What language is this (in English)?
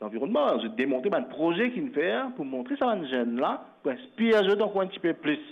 Morisyen